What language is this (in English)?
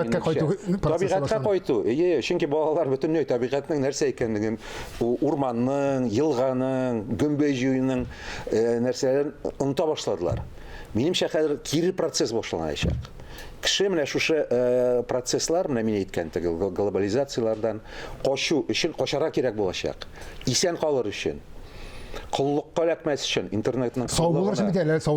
Tatar